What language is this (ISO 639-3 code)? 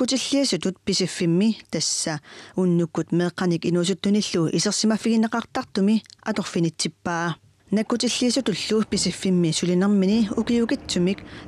kal